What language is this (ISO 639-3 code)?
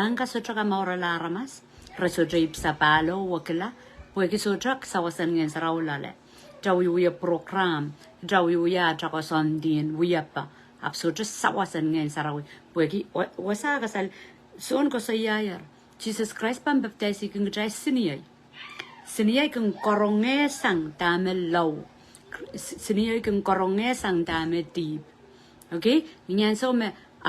pon